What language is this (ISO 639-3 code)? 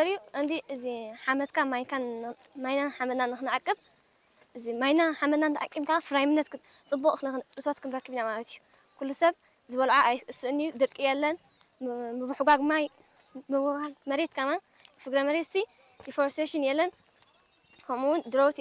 tir